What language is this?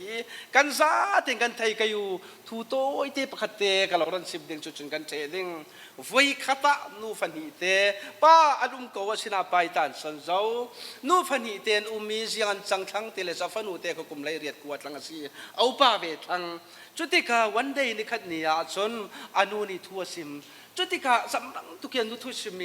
Falam Chin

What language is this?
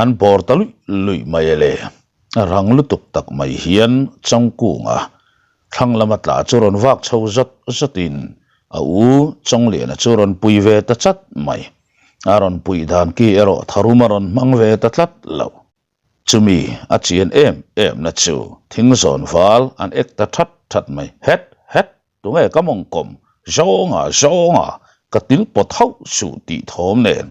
Mizo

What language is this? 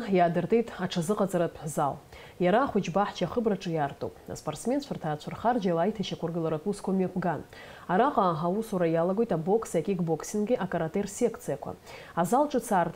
Abkhazian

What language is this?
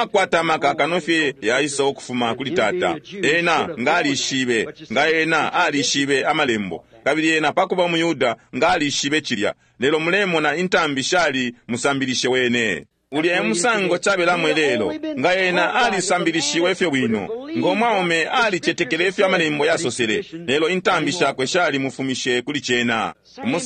Bemba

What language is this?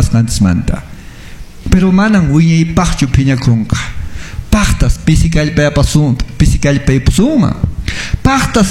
Quechua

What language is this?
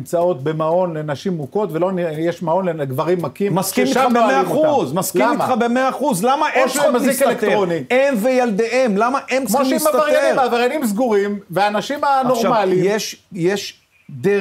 Hebrew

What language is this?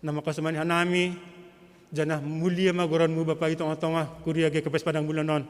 Batak Simalungun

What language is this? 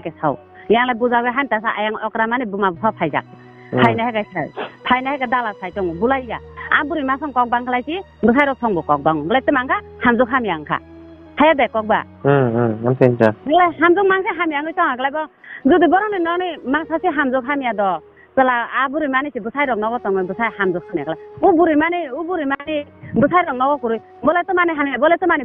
Kok Borok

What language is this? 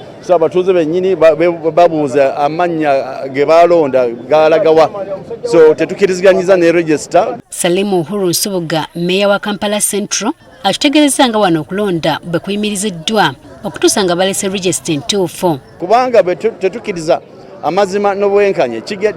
Ganda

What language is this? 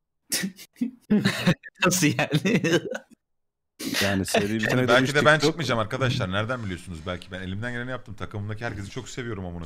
Turkish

